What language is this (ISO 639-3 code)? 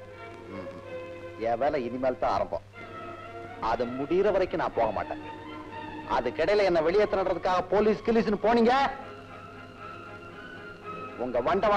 tam